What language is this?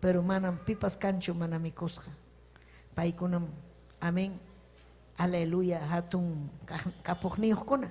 Ayacucho Quechua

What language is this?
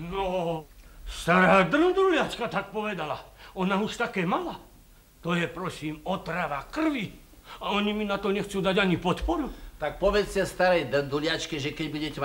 Slovak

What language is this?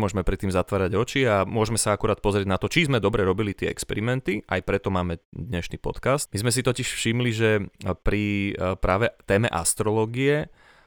Slovak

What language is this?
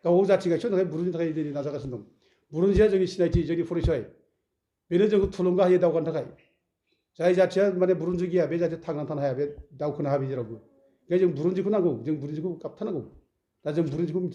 Bodo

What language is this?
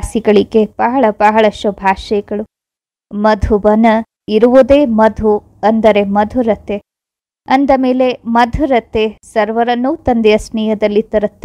Kannada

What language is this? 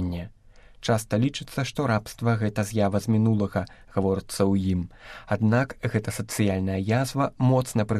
Belarusian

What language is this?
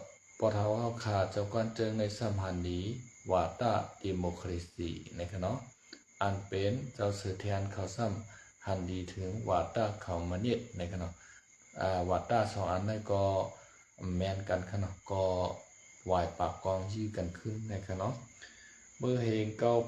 Shan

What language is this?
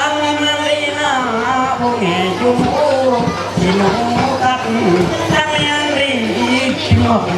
Ma'anyan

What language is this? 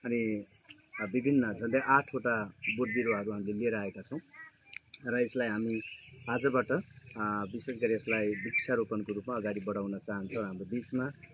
Nepali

